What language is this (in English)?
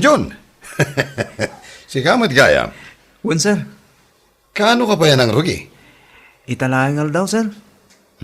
Iloko